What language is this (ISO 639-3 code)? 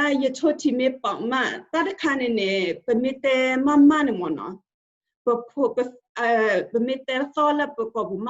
ksw